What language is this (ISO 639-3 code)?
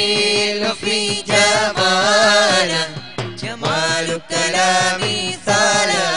mal